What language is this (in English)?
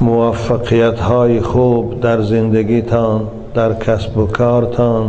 Tajik